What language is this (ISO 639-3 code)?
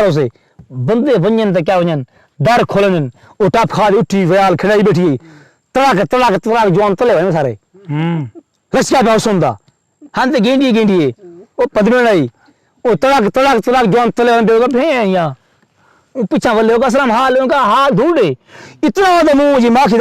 skr